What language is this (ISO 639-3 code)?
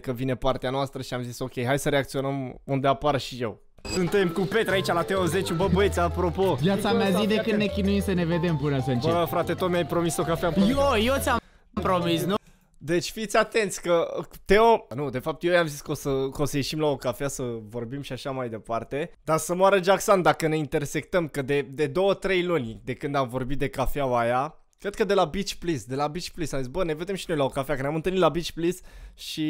ron